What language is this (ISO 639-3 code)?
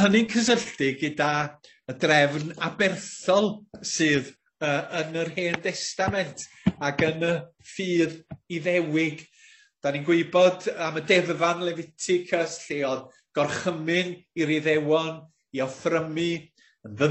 cym